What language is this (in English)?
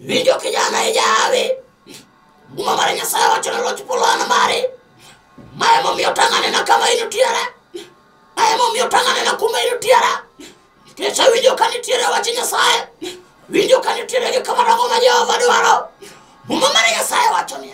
Luo (Kenya and Tanzania)